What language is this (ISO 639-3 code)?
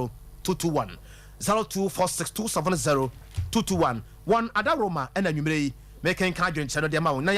aka